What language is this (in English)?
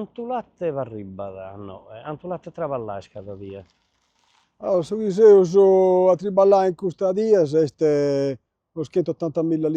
Sardinian